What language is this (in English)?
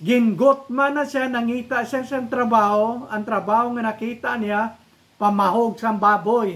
Hiligaynon